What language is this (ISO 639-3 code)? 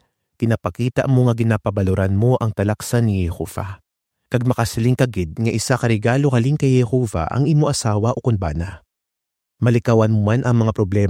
hil